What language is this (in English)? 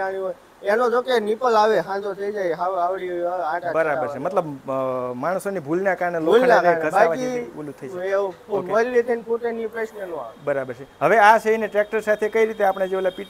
Gujarati